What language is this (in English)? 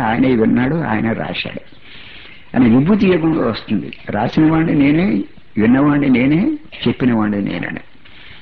Telugu